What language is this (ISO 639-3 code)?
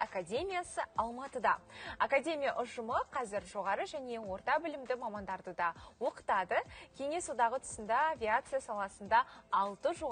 kaz